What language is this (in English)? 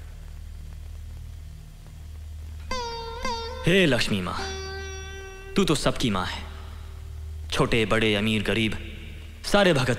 Hindi